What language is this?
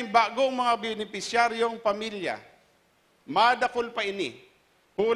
Bikol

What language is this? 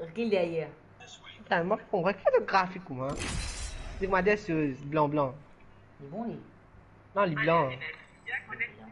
Morisyen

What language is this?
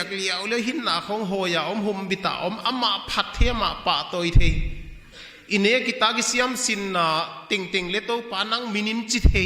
Paite Chin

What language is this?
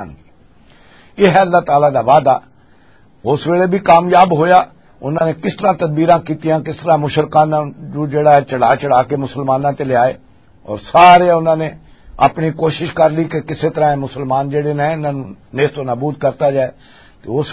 Western Panjabi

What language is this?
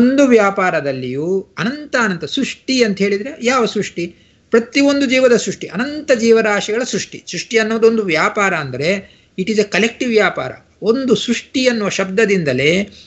Kannada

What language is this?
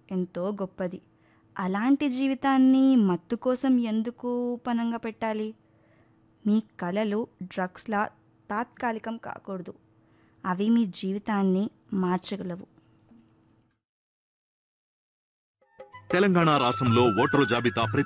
Telugu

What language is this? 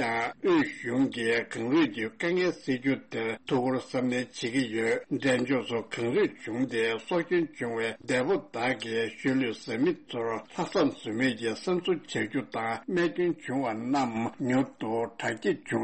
Tibetan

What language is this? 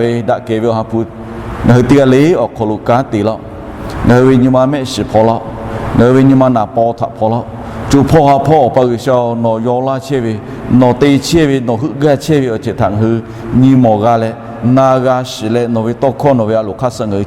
Lahu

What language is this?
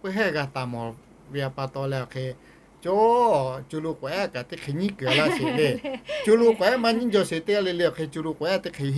Lahu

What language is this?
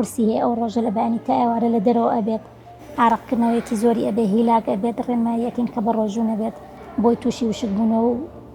Central Kurdish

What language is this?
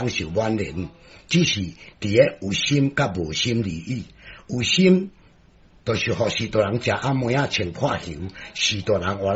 Min Nan Chinese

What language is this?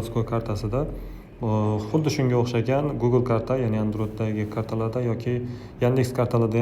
Uzbek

